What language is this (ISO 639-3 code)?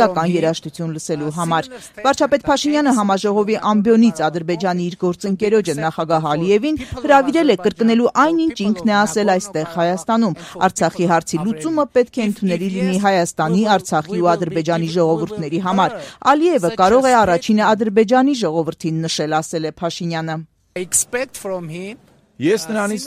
hye